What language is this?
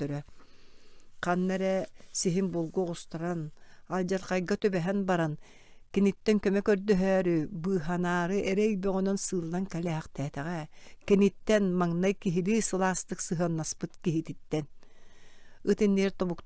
Yakut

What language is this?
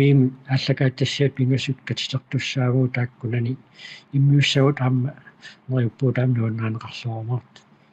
Kalaallisut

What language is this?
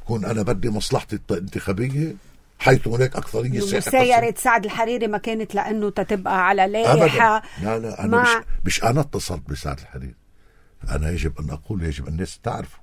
North Levantine Arabic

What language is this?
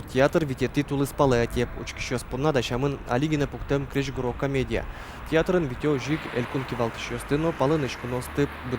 Udmurt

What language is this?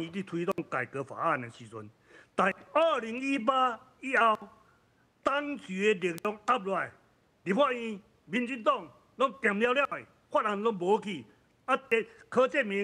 Min Nan Chinese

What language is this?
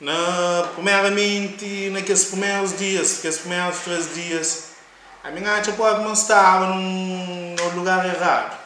Kabuverdianu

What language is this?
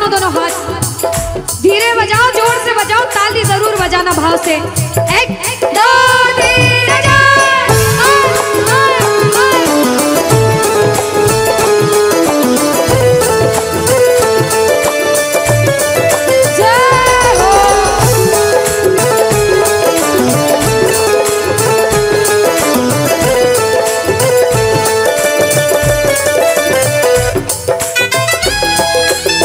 Hindi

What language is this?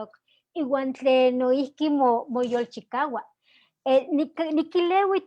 Eastern Huasteca Nahuatl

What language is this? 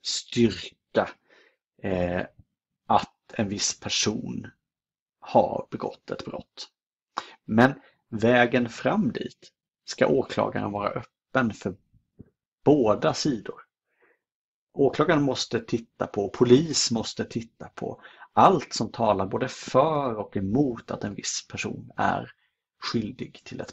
Swedish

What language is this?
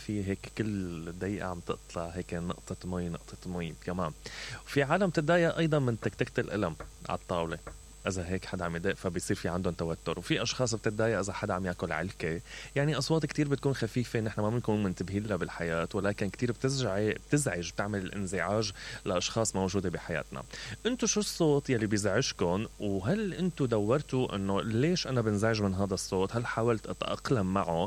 Mesopotamian Arabic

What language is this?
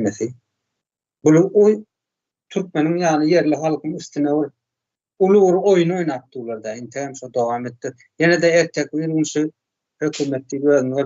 Turkmen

